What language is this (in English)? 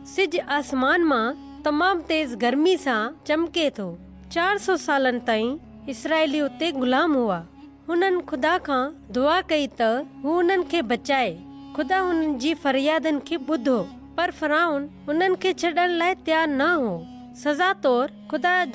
Sindhi